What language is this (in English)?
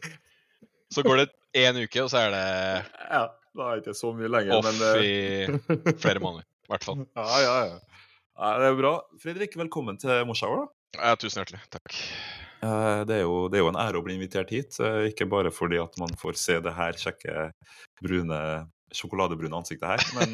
Norwegian